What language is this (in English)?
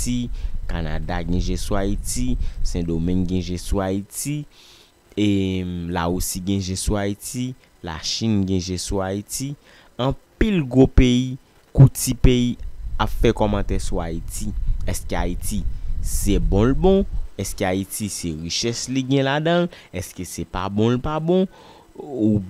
Haitian Creole